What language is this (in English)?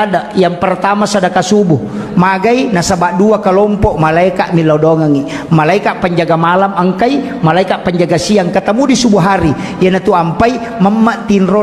Buginese